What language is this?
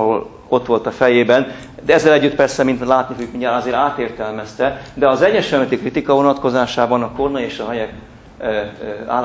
Hungarian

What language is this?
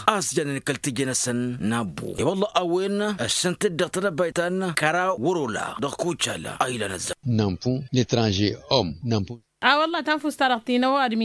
Tamasheq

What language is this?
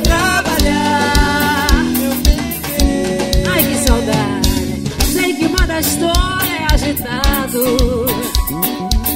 Portuguese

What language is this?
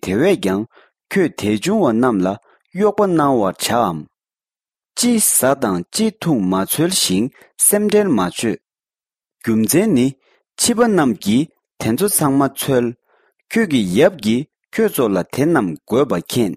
Tibetan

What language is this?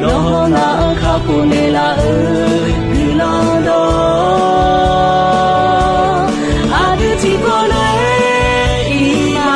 Akha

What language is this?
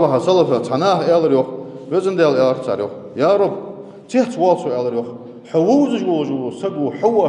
Ingush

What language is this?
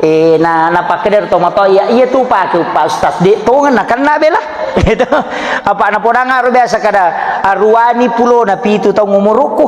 Buginese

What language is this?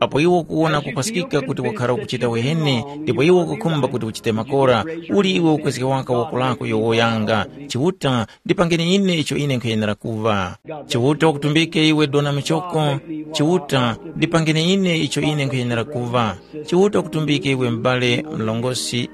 Tumbuka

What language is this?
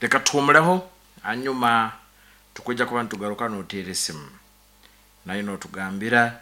Nyankole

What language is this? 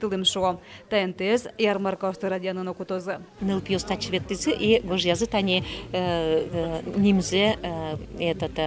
Udmurt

